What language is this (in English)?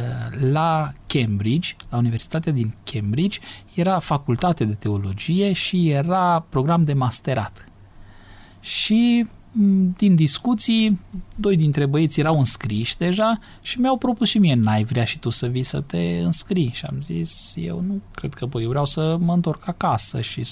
Romanian